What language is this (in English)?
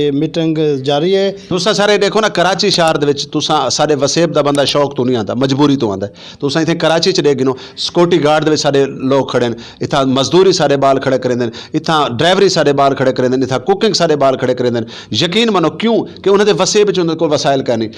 Saraiki